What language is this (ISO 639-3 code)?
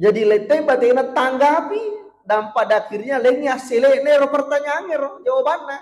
bug